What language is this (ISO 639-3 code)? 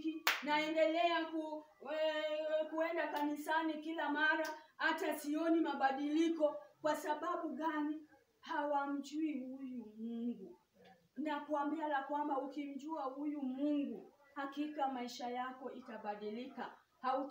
swa